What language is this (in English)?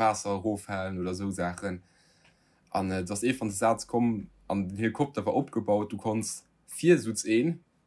Luxembourgish